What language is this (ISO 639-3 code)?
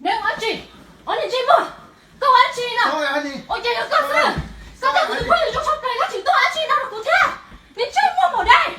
hmn